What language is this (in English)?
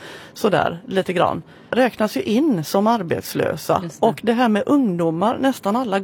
Swedish